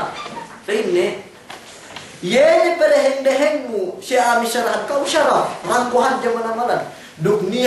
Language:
Yakan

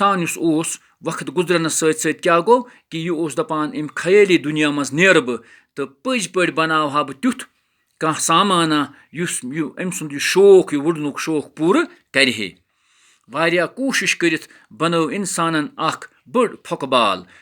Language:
Kashmiri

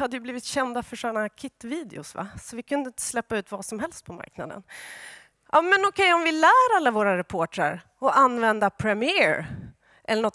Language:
Swedish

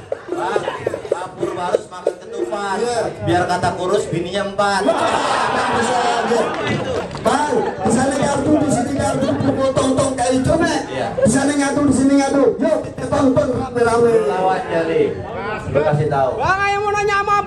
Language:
Betawi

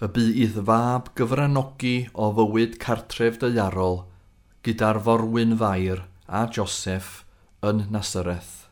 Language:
Welsh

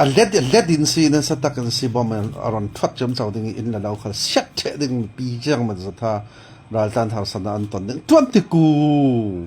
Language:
Falam Chin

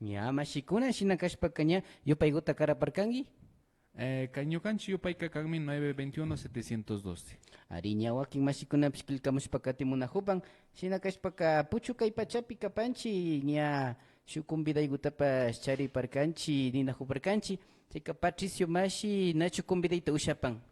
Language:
Imbabura Highland Quichua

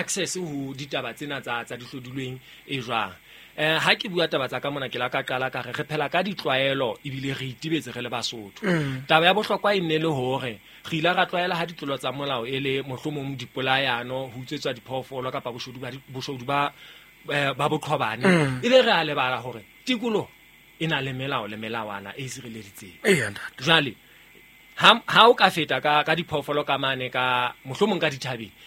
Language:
Southern Sotho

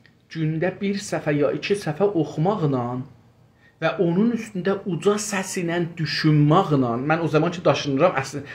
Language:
South Azerbaijani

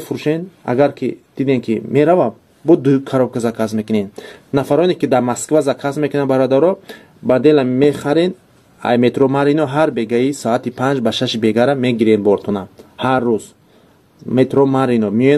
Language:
Tajik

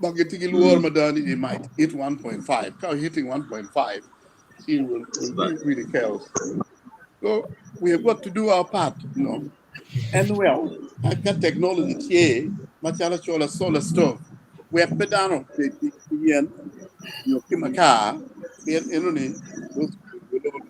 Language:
Acoli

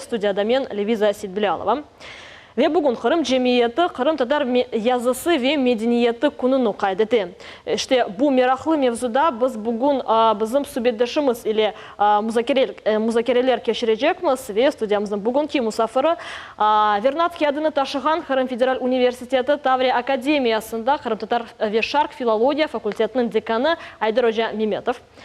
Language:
Crimean Tatar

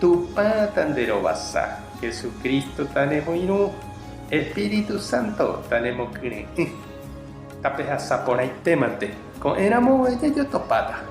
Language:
Guarani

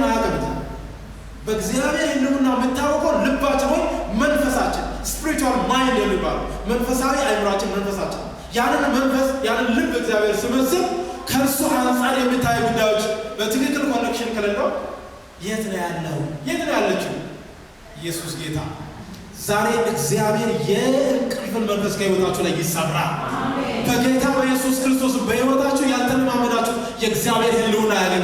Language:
Amharic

